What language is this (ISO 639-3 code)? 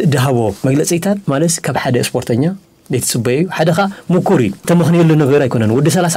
tir